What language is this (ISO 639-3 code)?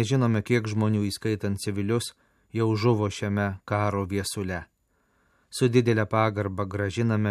lit